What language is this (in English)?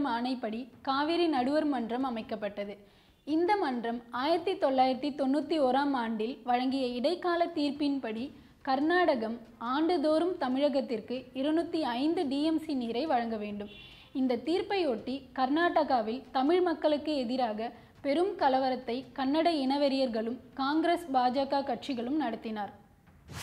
Tamil